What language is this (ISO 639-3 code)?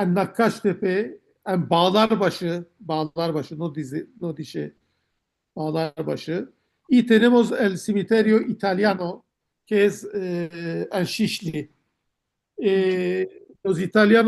lad